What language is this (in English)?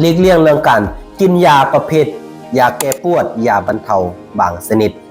Lao